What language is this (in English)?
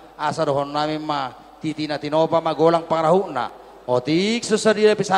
Batak Toba